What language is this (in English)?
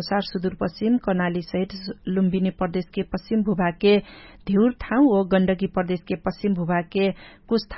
Dangaura Tharu